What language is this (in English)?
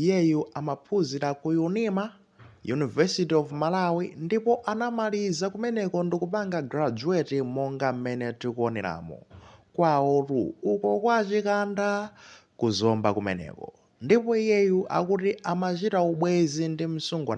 Nyanja